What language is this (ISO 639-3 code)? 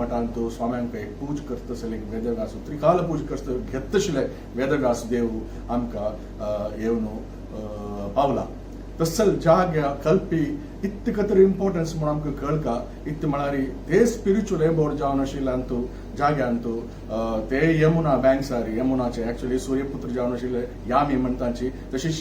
kok